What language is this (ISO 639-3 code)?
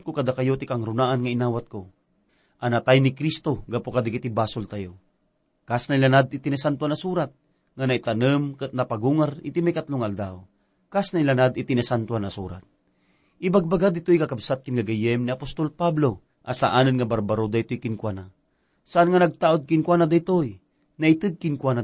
ilo